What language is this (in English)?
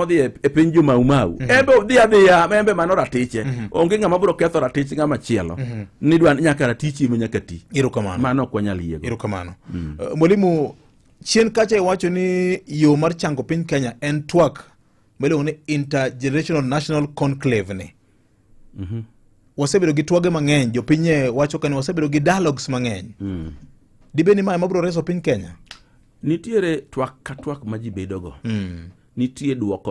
Luo (Kenya and Tanzania)